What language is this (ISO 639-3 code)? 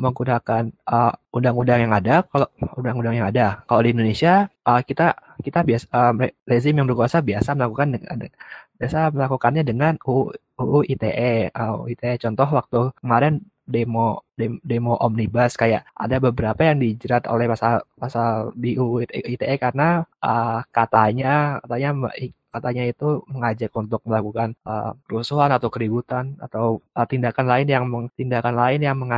ind